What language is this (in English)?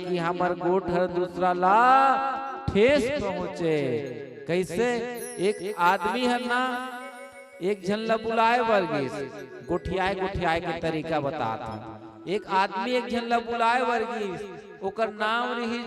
Chhattisgarhi